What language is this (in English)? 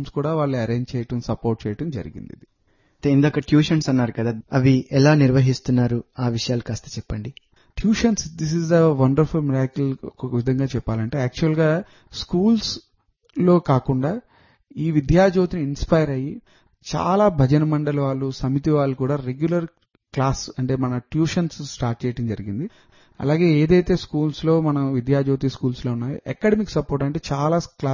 Telugu